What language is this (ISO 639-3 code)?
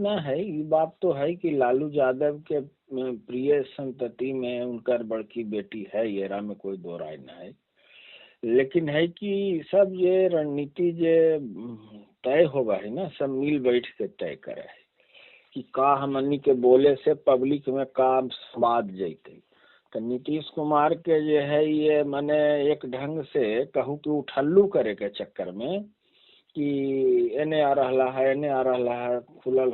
mag